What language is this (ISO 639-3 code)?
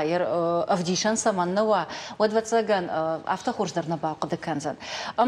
oss